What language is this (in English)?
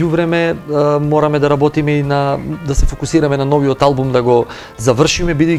Macedonian